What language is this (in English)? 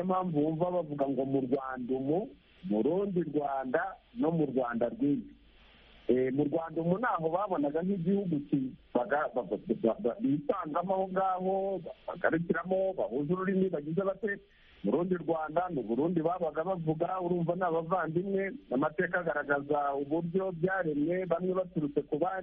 Kinyarwanda